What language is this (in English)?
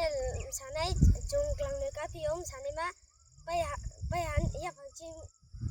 Riang (India)